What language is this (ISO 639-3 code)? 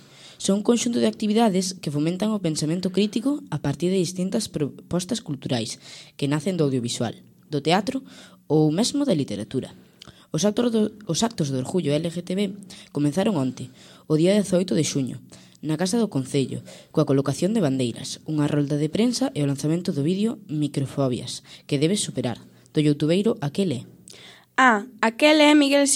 glg